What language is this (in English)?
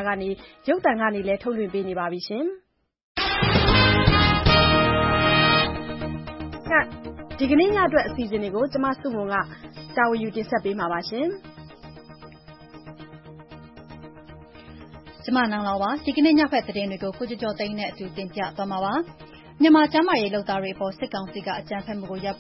Burmese